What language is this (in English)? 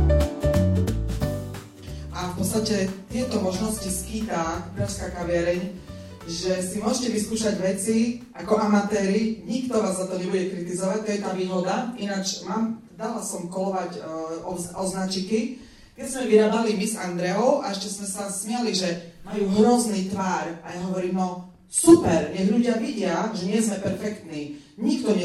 Slovak